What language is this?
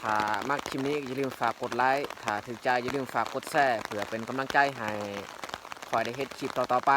Lao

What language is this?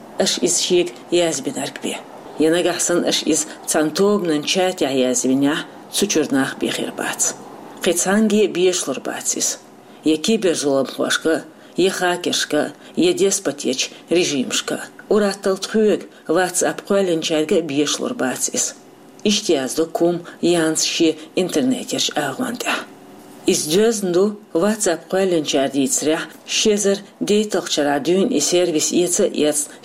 Chechen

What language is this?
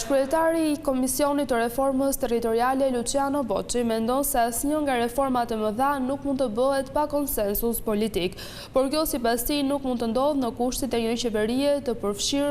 Albanian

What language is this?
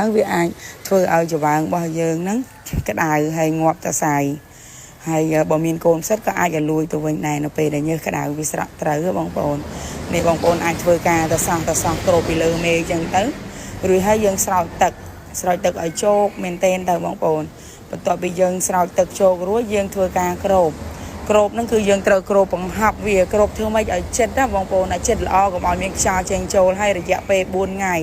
Khmer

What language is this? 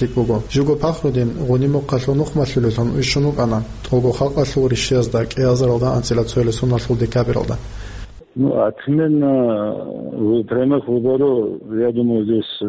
Avaric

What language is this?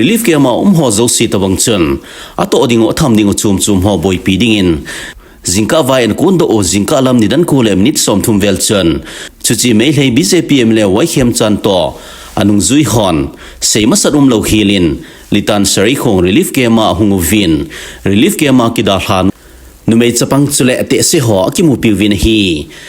Thado Chin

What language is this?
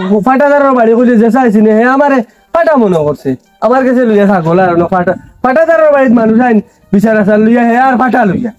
Sylheti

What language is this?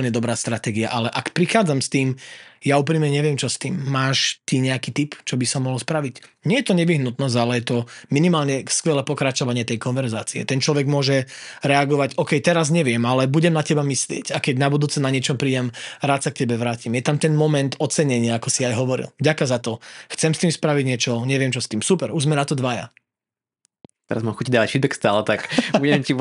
Slovak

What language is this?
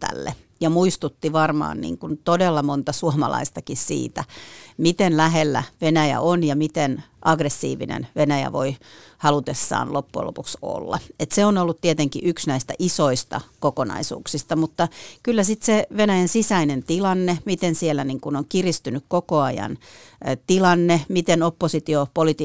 Finnish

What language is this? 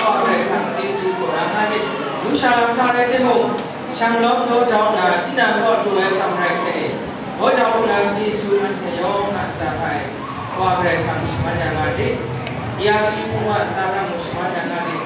Kachin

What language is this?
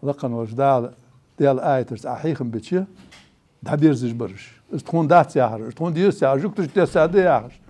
Ingush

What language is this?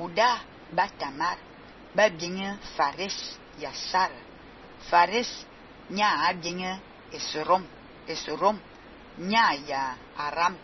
Fang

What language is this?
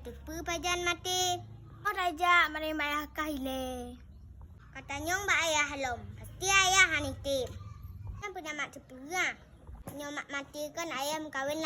Achinese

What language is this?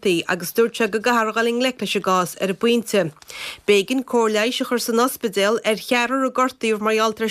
Irish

